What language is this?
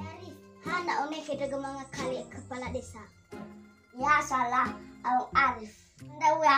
Nias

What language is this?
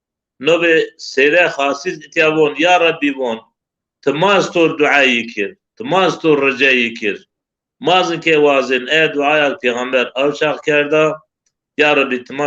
Zaza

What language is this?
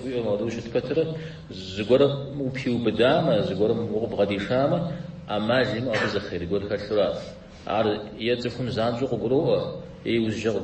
Kabardian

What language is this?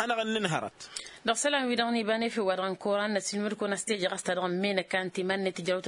Tamasheq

